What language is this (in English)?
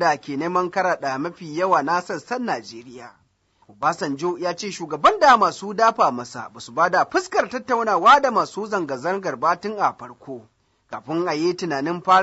Hausa